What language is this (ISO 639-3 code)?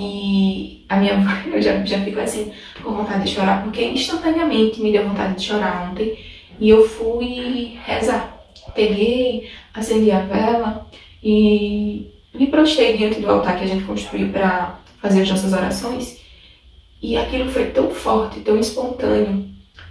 por